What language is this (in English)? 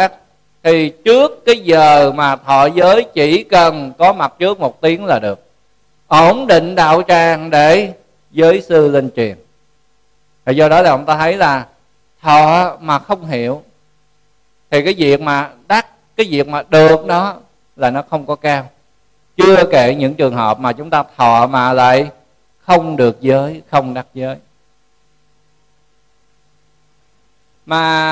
Vietnamese